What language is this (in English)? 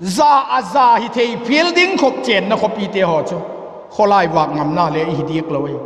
Vaiphei